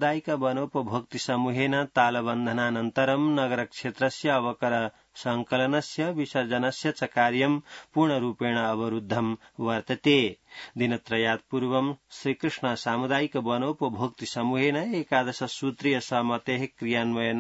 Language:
Sanskrit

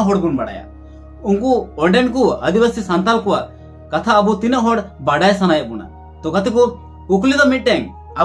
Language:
Santali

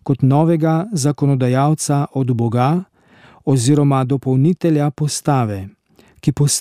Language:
Slovenian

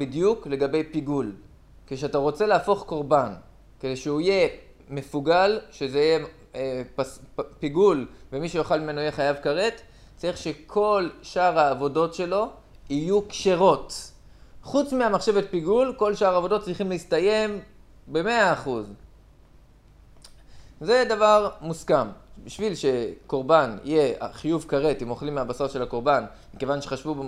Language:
Hebrew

